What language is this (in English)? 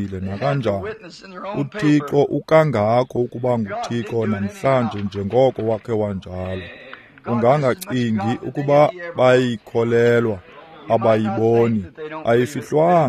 Xhosa